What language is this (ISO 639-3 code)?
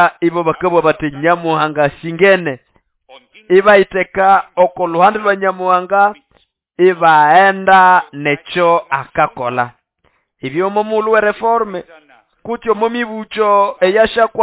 nnb